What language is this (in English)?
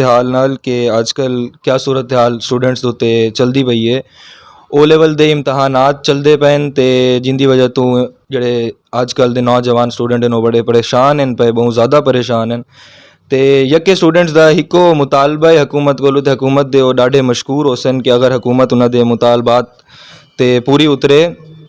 Saraiki